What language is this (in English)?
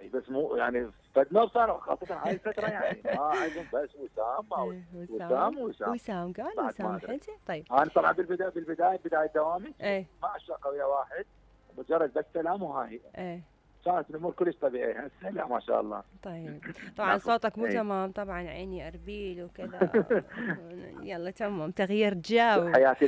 Mesopotamian Arabic